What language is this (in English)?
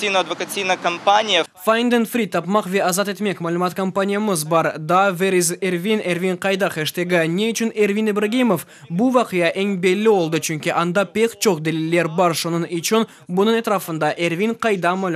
Crimean Tatar